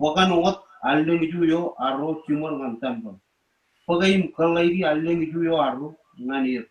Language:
Marshallese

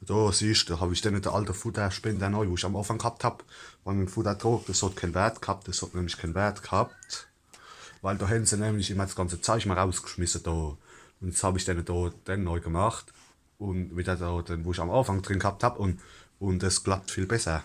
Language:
Palatine German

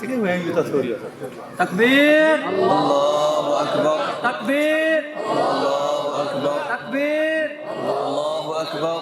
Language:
Kashmiri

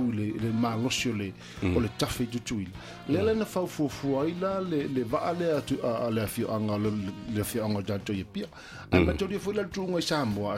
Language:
Samoan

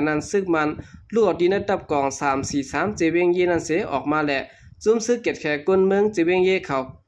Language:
Lao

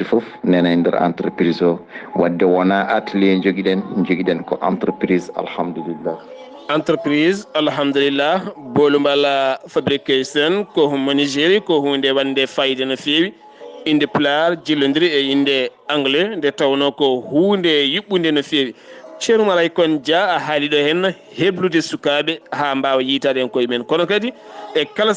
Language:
Fula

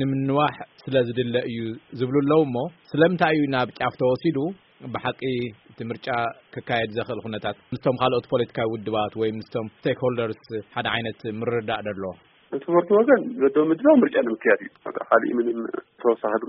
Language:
Tigrinya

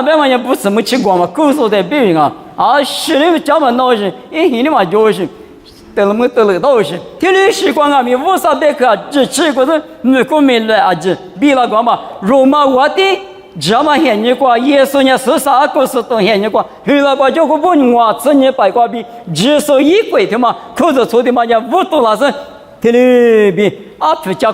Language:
Lisu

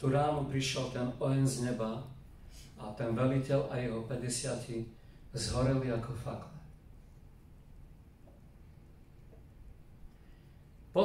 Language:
Slovak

